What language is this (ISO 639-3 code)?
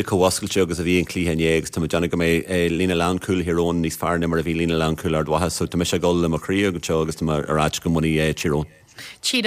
gle